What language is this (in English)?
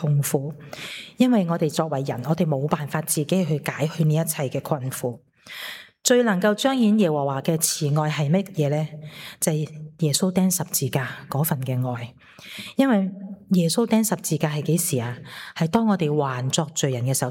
Cantonese